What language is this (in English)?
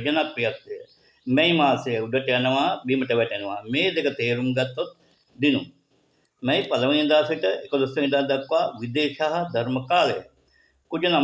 Sinhala